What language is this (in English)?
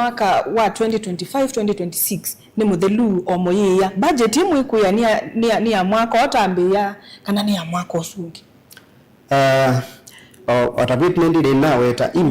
Kamba